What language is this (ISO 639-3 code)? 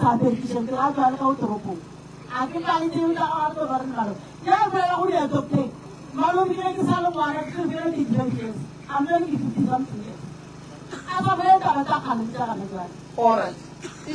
nso